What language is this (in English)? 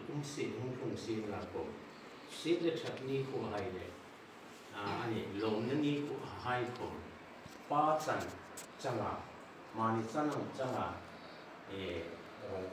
Hmar